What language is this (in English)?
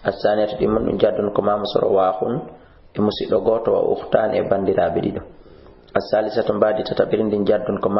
Fula